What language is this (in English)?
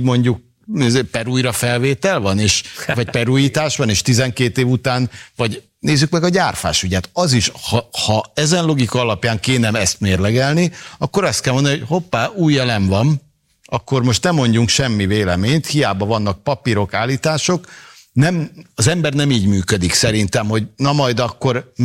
Hungarian